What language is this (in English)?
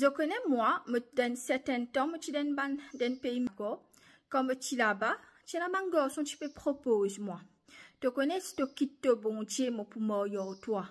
Morisyen